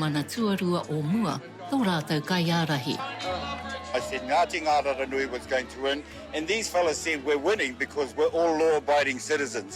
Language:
Māori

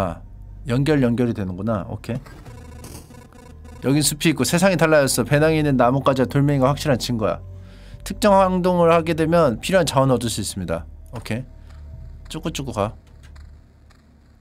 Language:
Korean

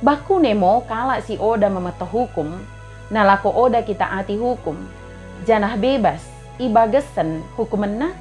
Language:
Batak Dairi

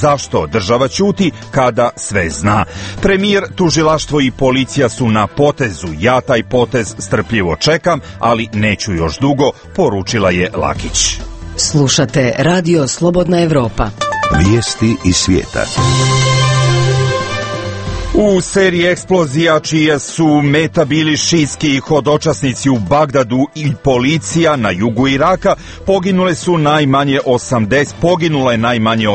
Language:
Serbian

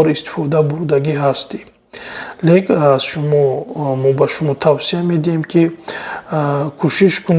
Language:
Tajik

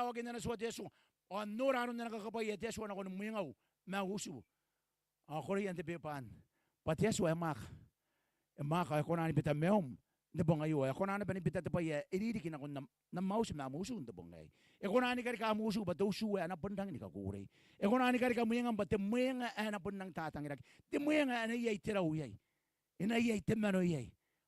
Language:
Gilbertese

